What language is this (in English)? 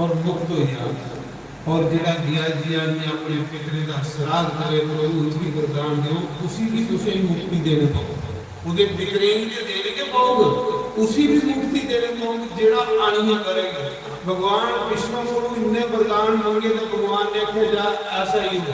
Dogri